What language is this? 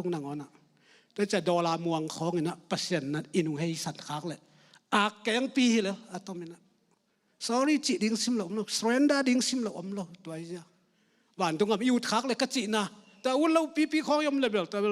Tedim Chin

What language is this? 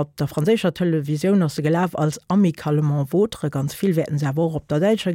Luxembourgish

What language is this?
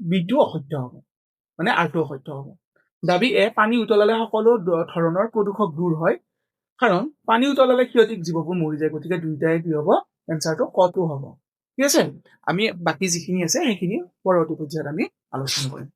Assamese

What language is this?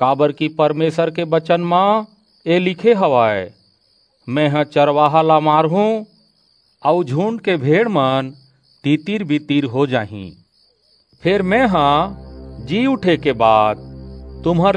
Chhattisgarhi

